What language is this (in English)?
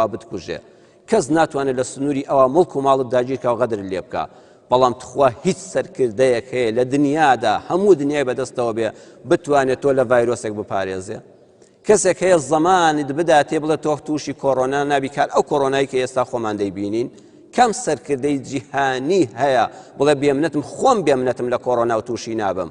Central Kurdish